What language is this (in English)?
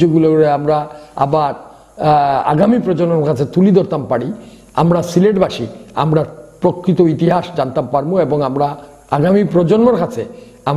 Sylheti